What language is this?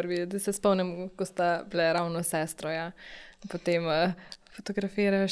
Slovenian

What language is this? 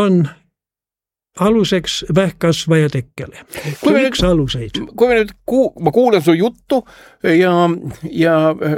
Estonian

